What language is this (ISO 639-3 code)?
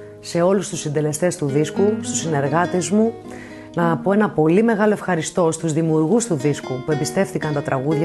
ell